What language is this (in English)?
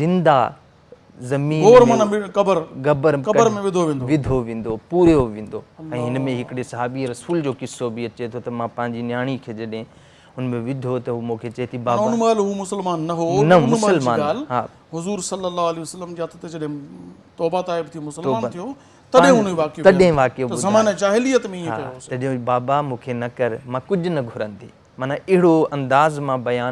Sindhi